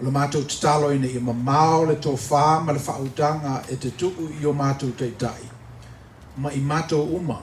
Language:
Samoan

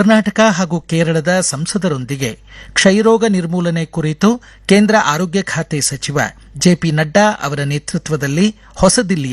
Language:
Kannada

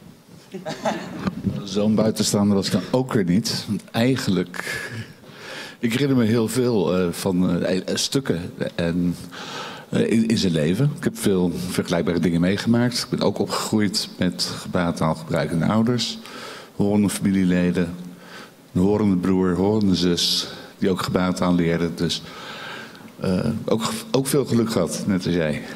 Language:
Dutch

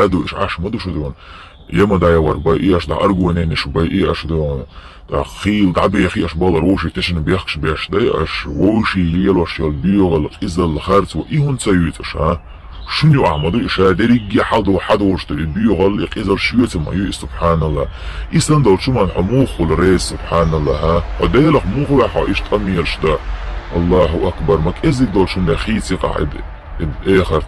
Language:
Chechen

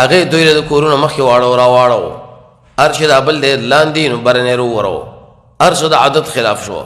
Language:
Pashto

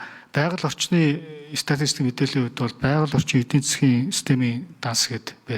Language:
Mongolian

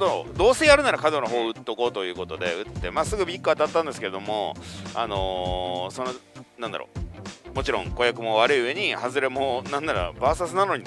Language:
Japanese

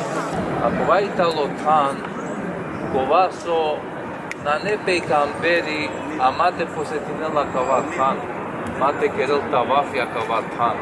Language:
Balkan Romani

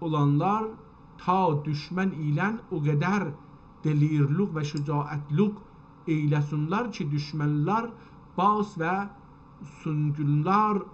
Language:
South Azerbaijani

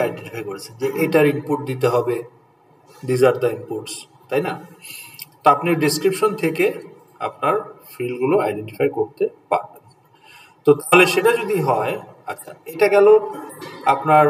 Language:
Bangla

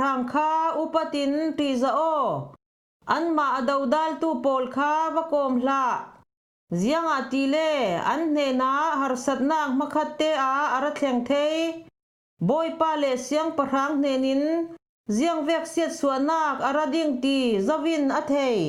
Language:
Falam Chin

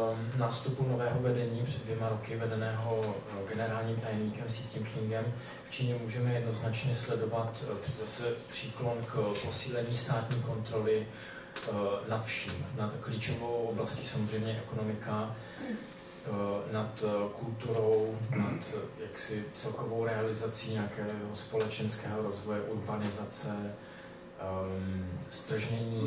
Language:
Czech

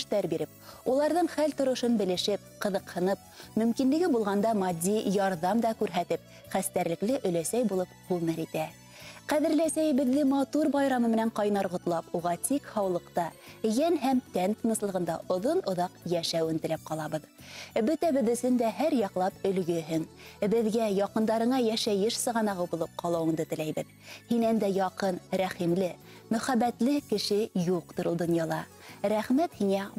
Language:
Bashkir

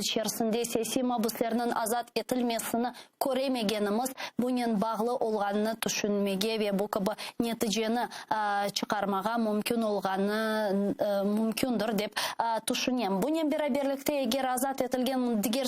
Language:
Crimean Tatar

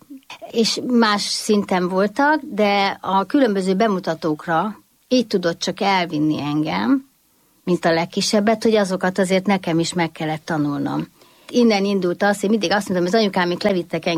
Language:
Hungarian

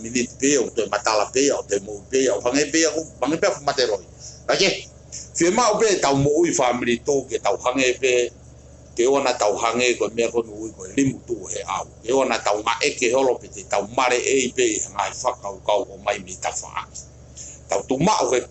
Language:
Tongan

